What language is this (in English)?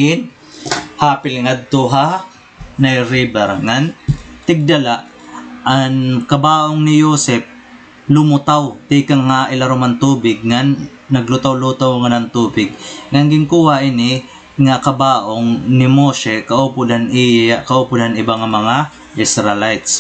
Waray